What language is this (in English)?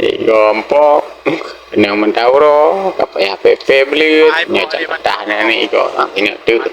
Achinese